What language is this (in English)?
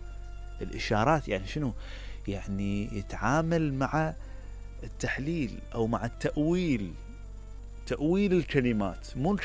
Mesopotamian Arabic